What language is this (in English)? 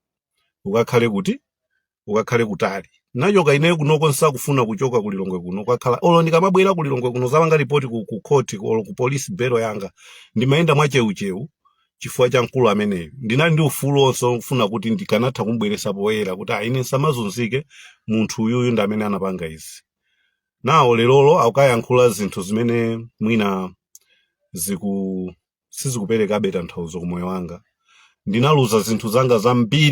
Nyanja